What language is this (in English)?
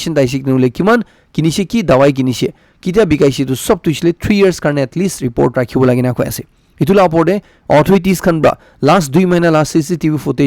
Naga Pidgin